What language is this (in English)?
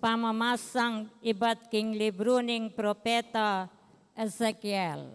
Pampanga